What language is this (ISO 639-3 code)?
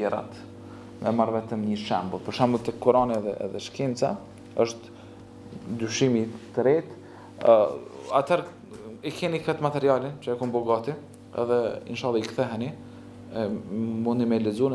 sqi